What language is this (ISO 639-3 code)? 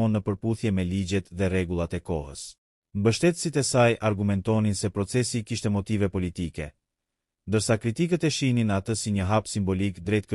sqi